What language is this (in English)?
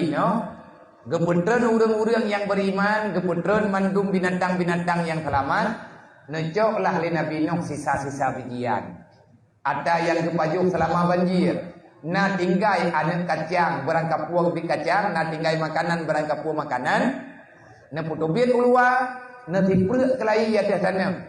Achinese